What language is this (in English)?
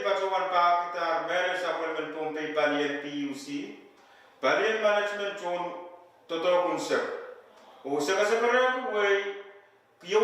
Pohnpeian